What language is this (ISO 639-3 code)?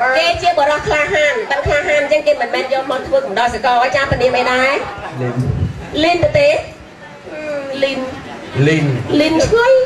khm